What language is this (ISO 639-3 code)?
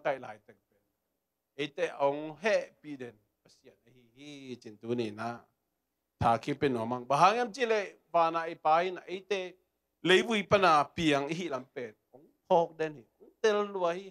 ctd